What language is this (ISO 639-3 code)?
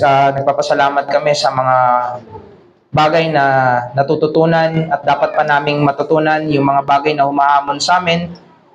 fil